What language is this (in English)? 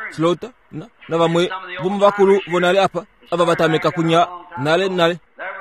Kuanyama